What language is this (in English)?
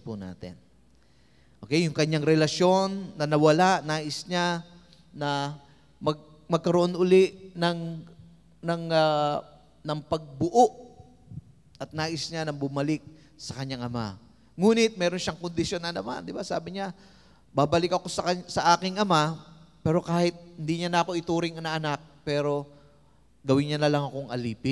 Filipino